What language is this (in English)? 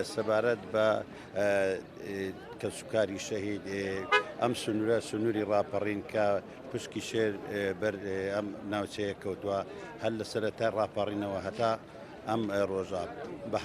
Central Kurdish